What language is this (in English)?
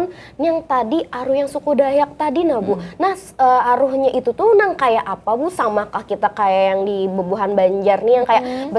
Banjar